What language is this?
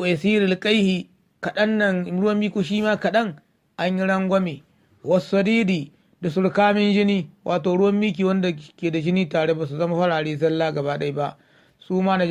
Hausa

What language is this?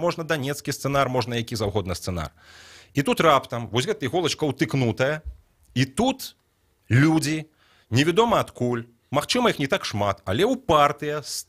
Belarusian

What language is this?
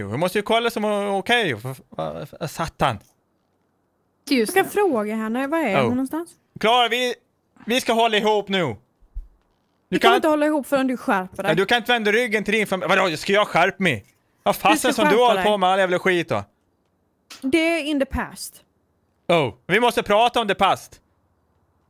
Swedish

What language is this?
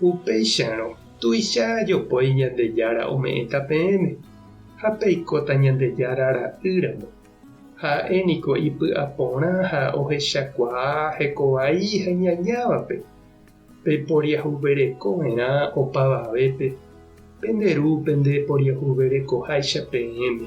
Guarani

